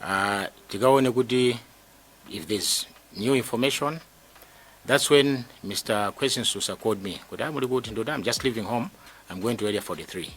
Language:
Nyanja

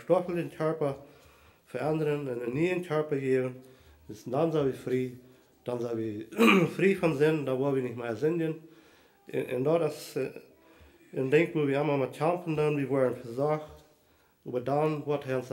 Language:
Plautdietsch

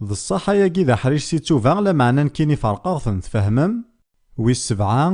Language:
Kabyle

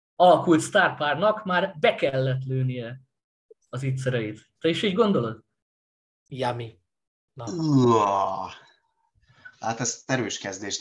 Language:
Hungarian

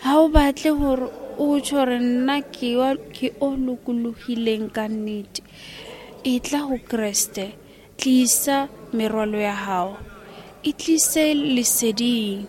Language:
Southern Sotho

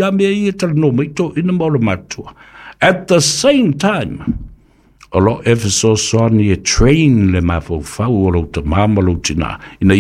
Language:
Samoan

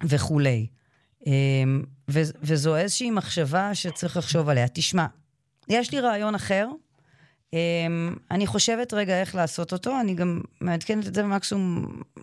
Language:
Hebrew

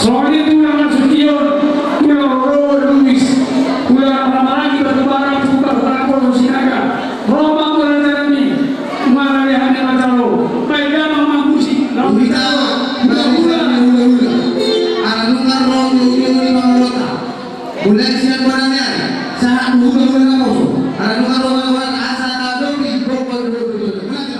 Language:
Batak Toba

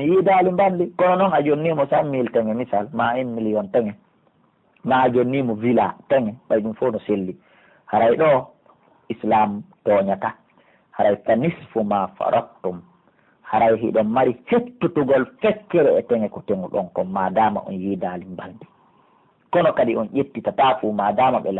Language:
Pular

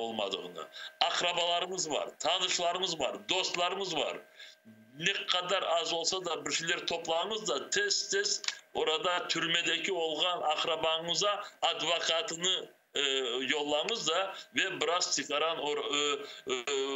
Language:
Crimean Tatar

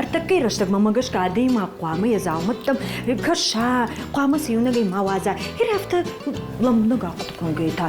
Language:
Ossetic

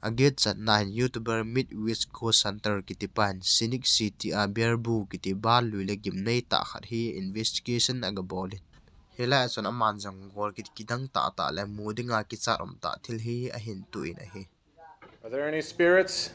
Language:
Thado Chin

